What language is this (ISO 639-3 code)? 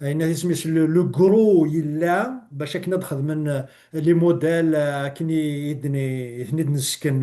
kab